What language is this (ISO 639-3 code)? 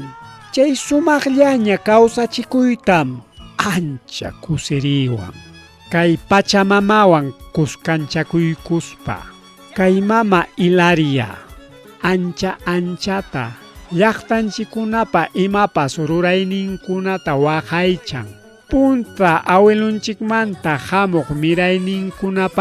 quy